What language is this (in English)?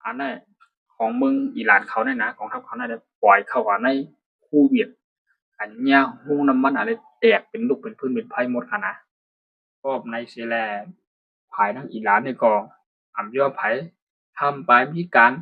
Shan